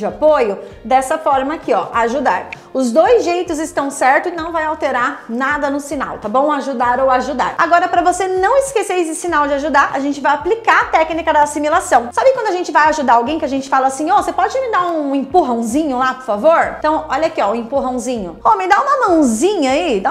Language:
Portuguese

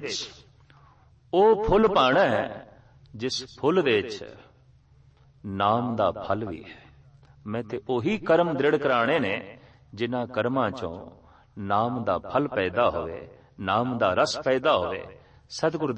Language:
Punjabi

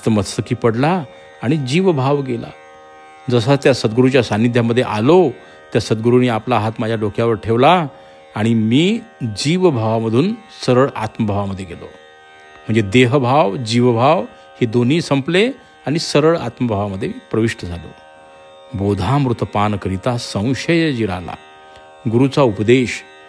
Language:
Marathi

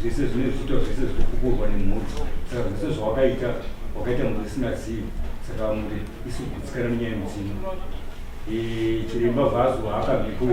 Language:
Shona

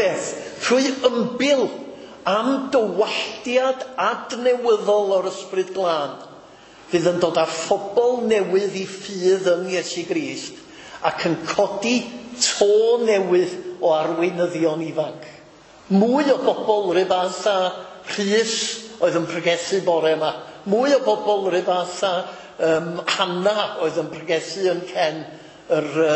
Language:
Welsh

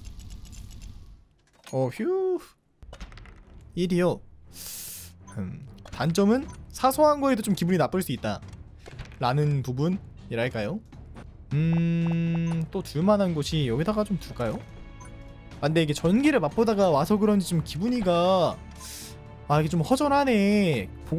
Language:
Korean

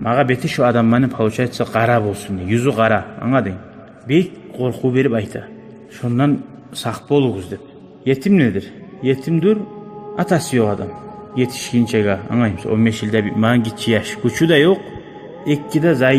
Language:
Kumyk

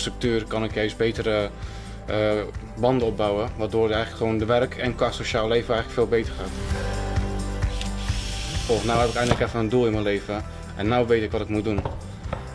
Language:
Dutch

